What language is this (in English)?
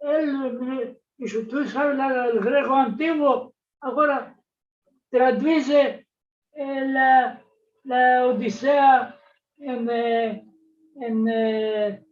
Ladino